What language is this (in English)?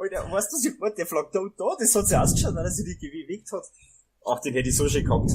Bavarian